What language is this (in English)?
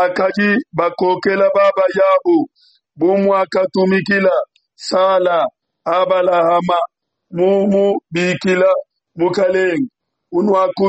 Luba-Lulua